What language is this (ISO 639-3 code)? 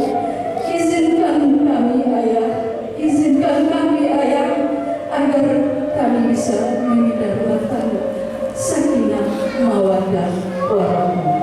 min